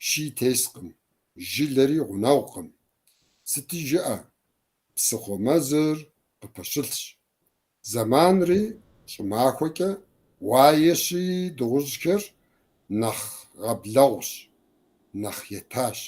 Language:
Kabardian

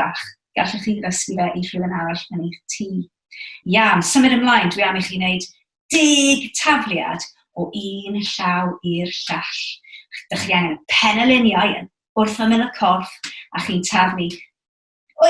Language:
Welsh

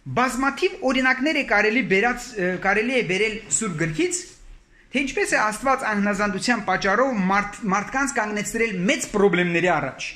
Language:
Armenian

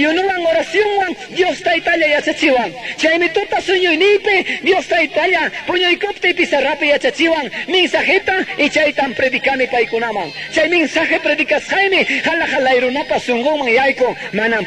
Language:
Quechua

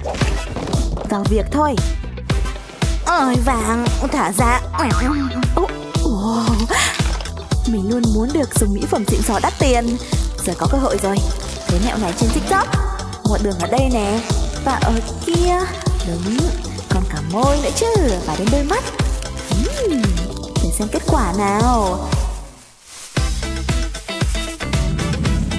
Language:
Vietnamese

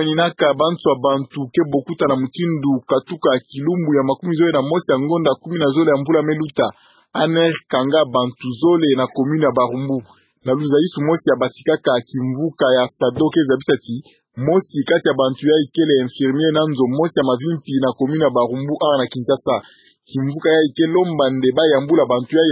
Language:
Kituba (Democratic Republic of Congo)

